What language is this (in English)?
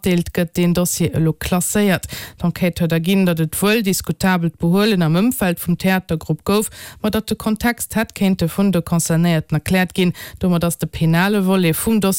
Luxembourgish